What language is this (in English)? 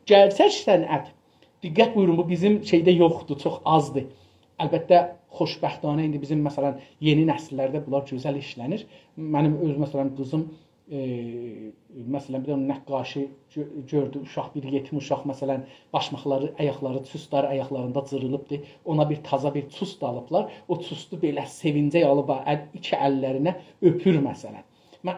South Azerbaijani